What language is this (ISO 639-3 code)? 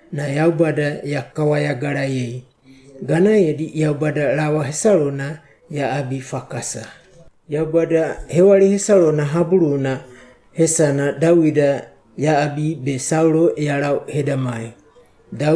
wgb